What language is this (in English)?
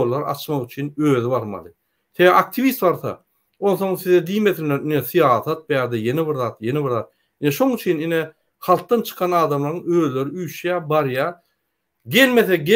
Turkmen